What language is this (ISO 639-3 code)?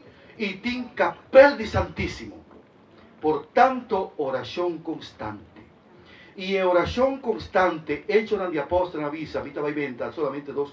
pap